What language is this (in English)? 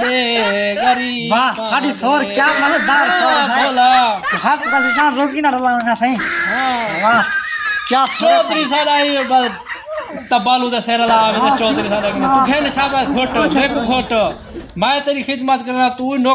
Saraiki